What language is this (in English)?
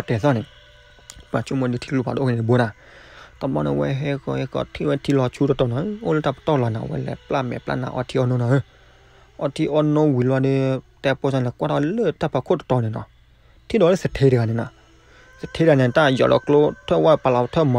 S'gaw Karen